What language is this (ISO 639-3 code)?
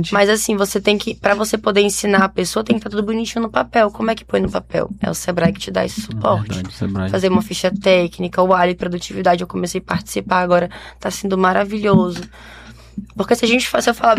por